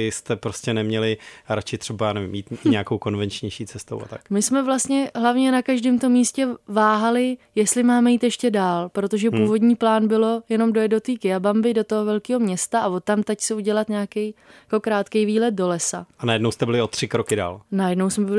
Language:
Czech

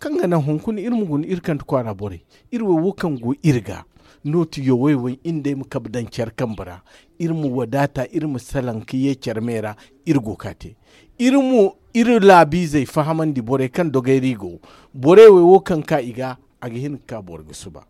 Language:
Zarma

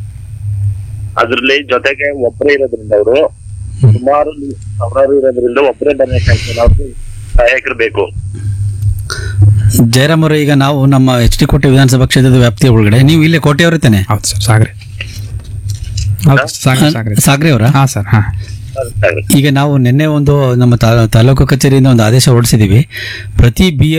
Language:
Kannada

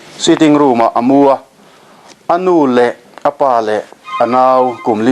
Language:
Mizo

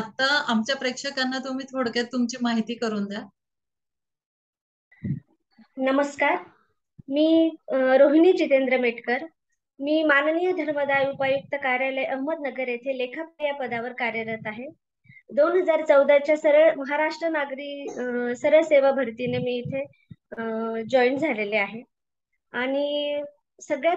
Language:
Marathi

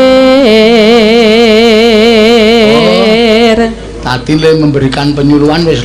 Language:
Javanese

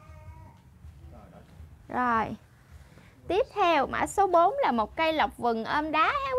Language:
Vietnamese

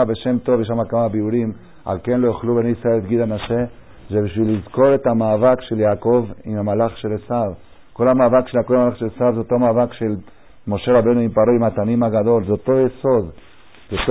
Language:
Hebrew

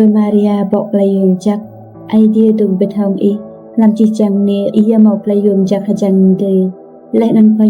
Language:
Rade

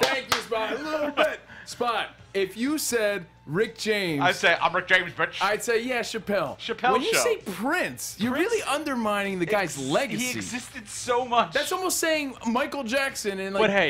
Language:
English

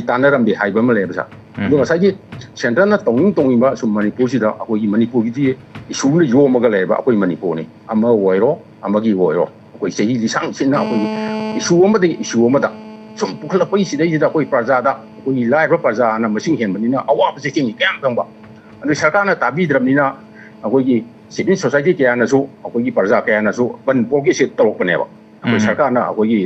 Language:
Manipuri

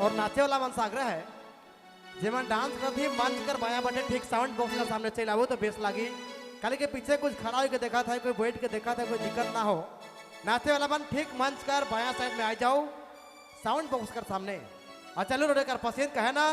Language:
Sadri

